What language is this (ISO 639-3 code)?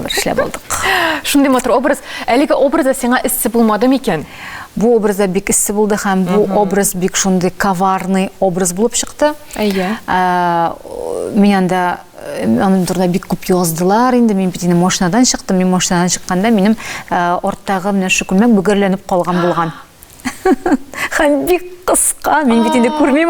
tat